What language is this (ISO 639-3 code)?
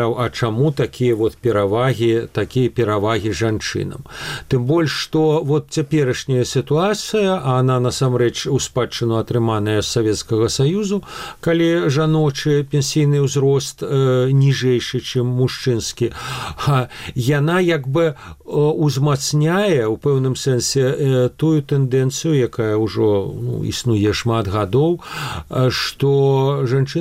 bel